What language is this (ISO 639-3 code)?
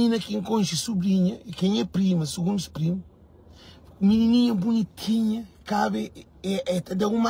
kea